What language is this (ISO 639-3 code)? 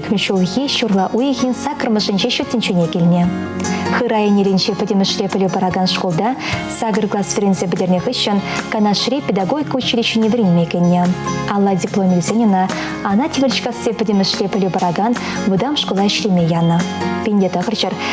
chv